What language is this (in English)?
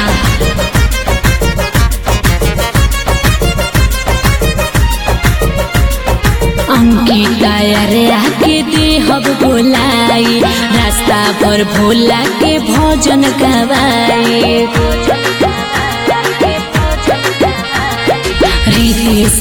Bhojpuri